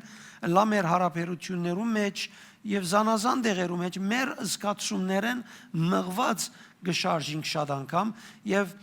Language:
Western Armenian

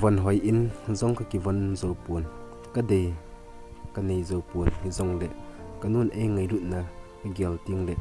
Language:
Thado Chin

